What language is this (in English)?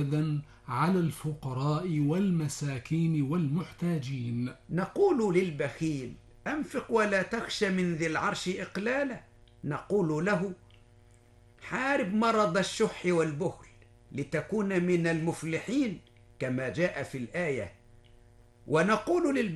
Arabic